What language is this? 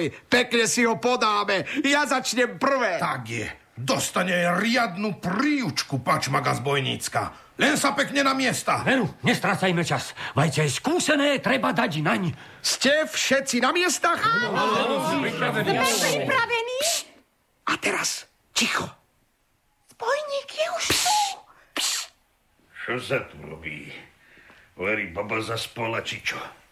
Slovak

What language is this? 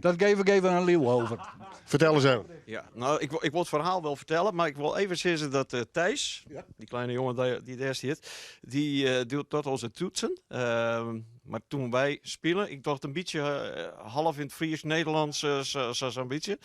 Western Frisian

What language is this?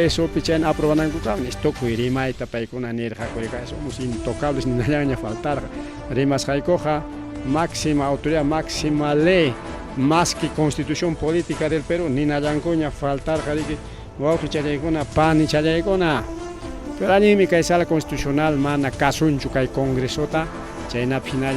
Ayacucho Quechua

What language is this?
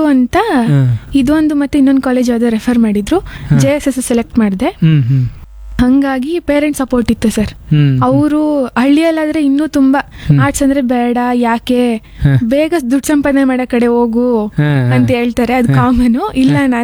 Kannada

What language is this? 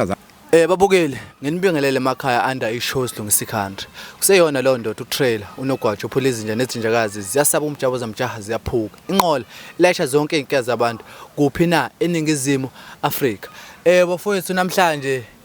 Zulu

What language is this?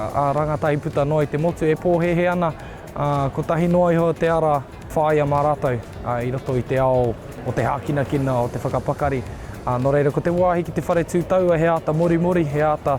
Māori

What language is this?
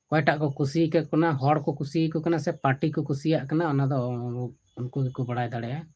Santali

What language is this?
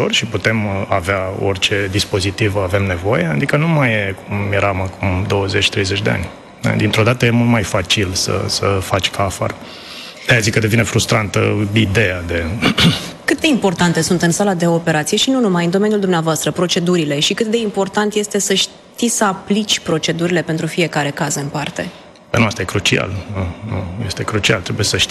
Romanian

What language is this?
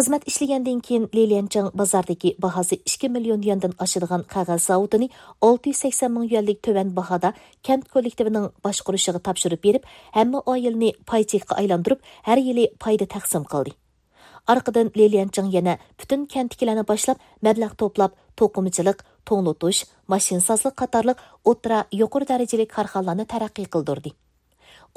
Uyghur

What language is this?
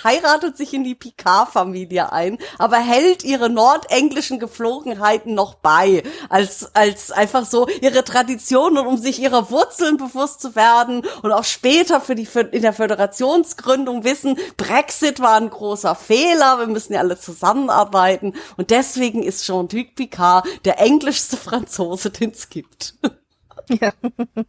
German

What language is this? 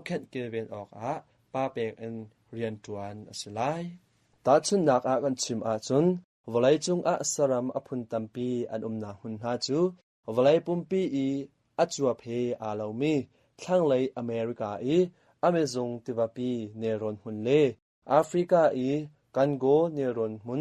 Hakha Chin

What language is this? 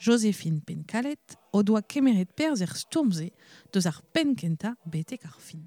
Breton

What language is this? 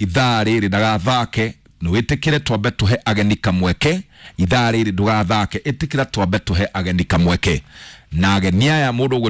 Kikuyu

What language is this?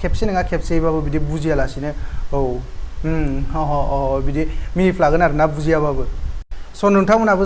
Bodo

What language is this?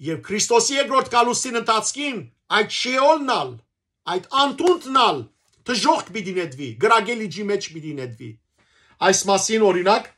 Western Armenian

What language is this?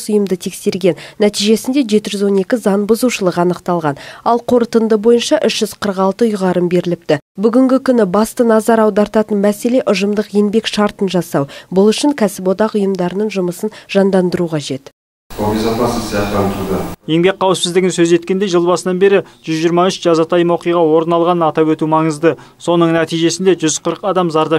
Kazakh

